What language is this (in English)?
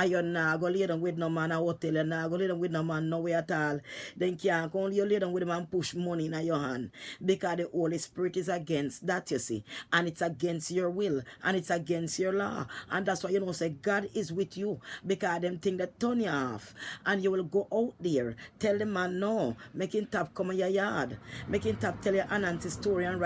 Jamaican Creole English